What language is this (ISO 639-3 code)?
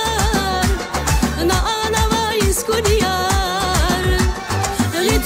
tab